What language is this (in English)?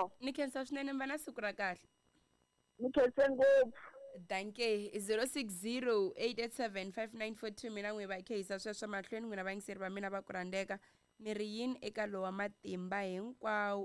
Tsonga